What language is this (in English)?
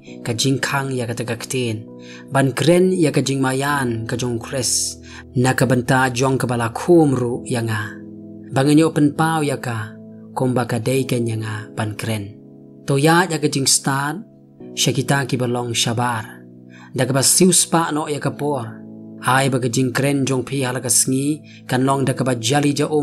Khasi